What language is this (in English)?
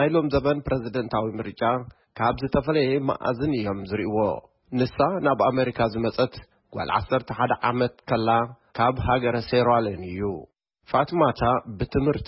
Tigrinya